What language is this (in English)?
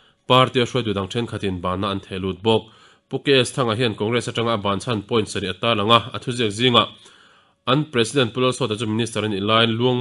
Mizo